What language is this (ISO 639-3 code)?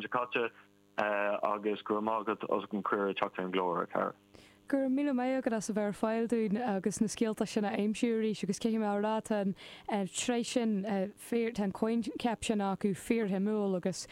gle